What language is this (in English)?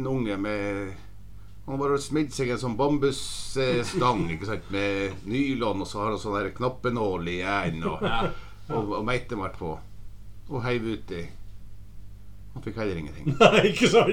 Norwegian